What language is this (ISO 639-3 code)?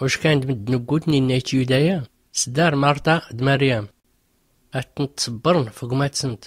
shi